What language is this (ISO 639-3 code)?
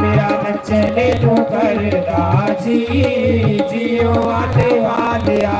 doi